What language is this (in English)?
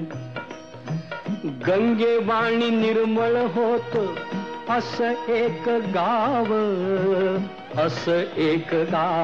Marathi